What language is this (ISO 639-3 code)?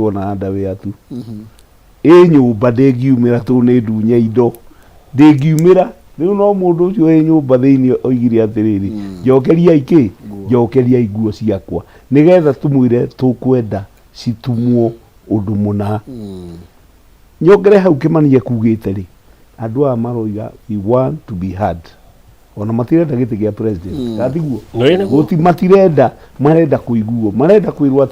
kik